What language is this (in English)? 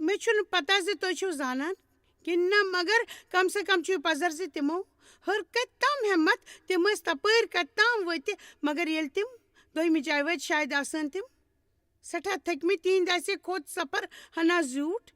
Kashmiri